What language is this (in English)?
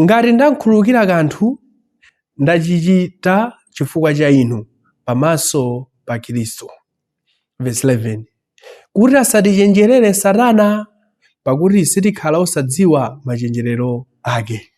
Nyanja